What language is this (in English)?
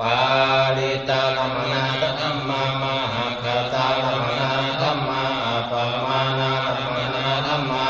Pali